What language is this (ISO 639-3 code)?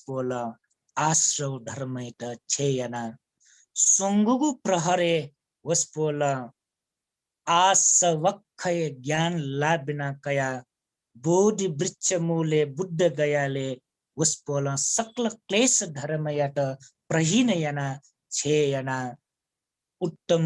new